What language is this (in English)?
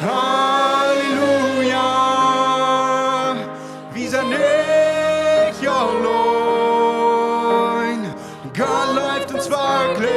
Plautdietsch